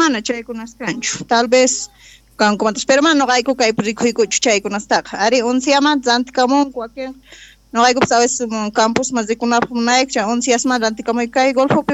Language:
Quechua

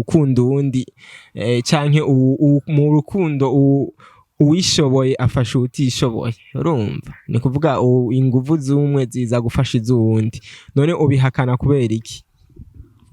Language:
Rundi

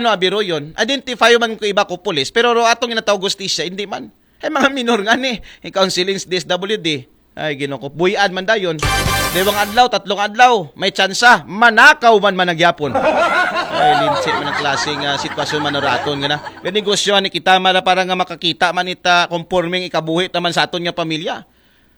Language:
Aklanon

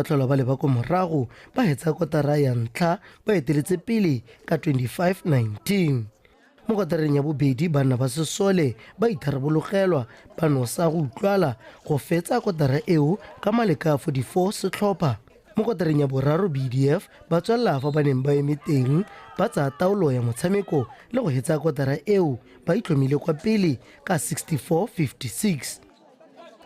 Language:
Tswana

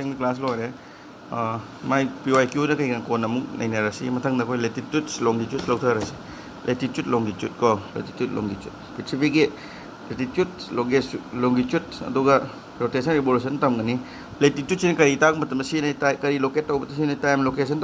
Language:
Manipuri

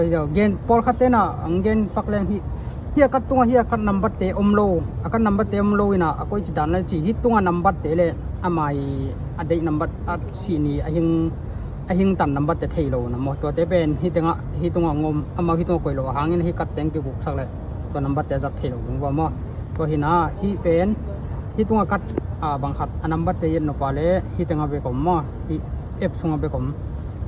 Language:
Tedim Chin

